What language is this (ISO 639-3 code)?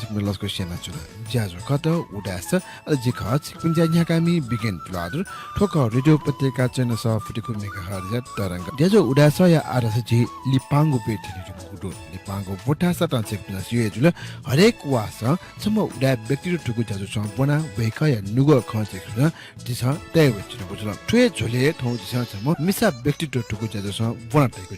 new